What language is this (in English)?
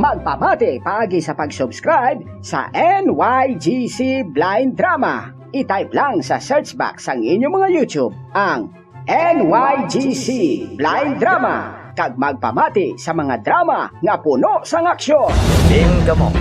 Hiligaynon